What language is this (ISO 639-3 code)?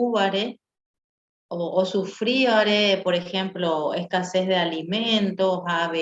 grn